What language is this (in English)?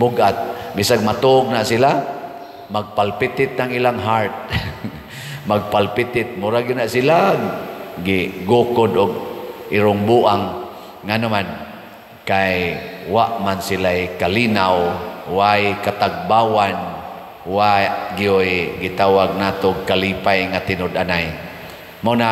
Cebuano